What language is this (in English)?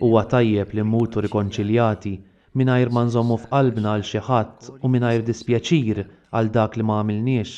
Maltese